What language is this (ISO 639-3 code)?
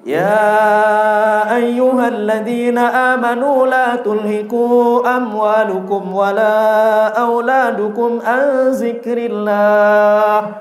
sas